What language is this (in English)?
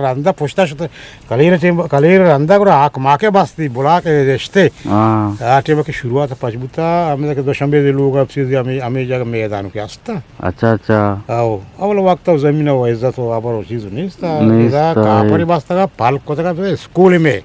Eastern Balochi